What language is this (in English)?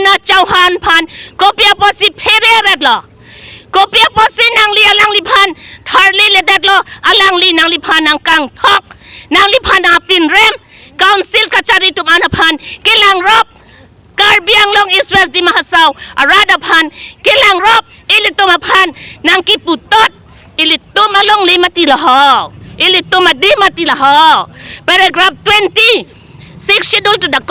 Karbi